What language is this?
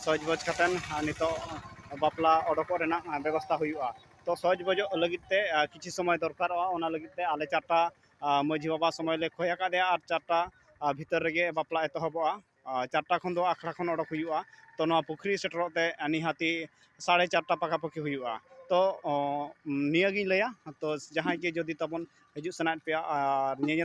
Santali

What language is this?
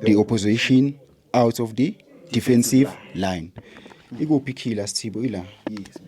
Zulu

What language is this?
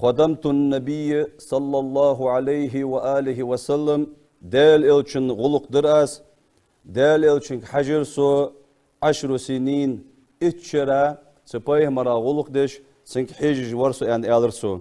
Ingush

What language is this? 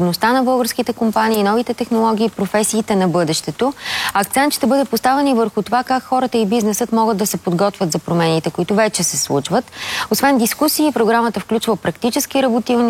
Bulgarian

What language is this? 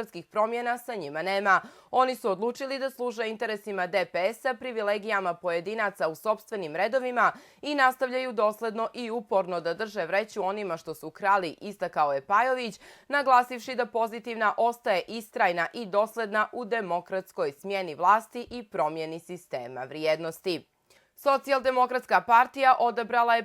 Bosnian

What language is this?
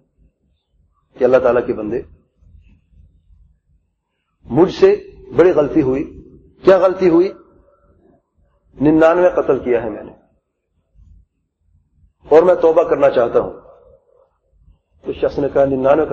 Urdu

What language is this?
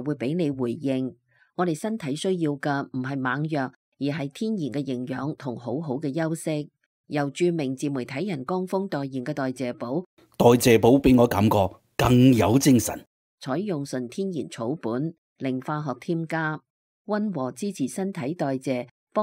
Cantonese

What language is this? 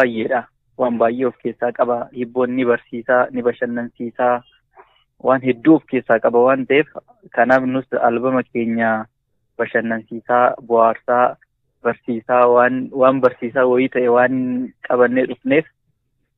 Oromo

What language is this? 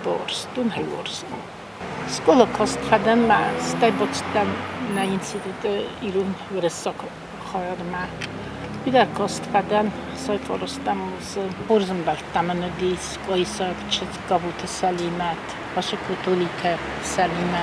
Ossetic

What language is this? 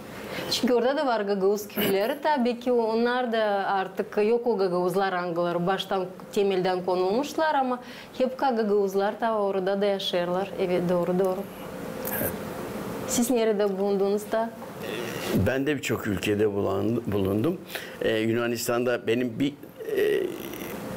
Gagauz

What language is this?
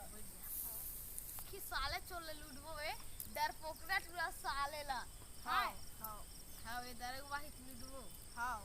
Chhattisgarhi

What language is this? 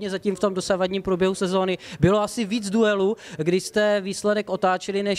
Czech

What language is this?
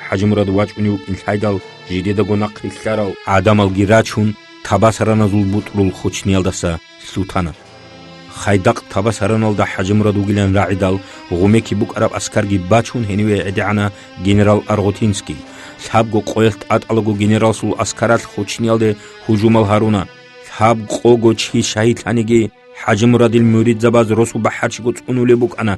Avaric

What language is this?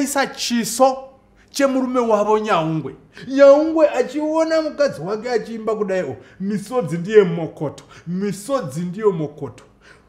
Shona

